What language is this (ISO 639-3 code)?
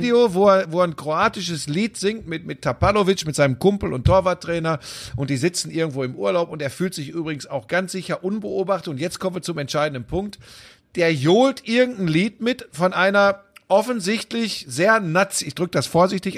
deu